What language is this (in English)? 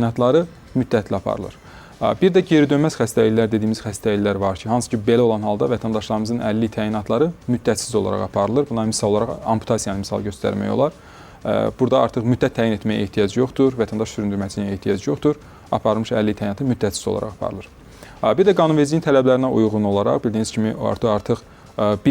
Azerbaijani